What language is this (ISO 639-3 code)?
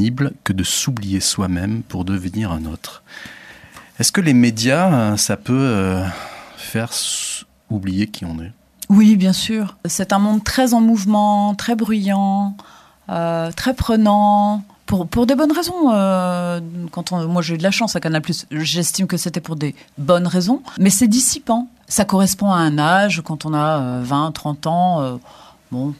fra